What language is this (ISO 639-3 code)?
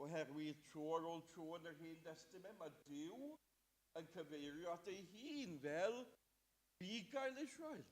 cym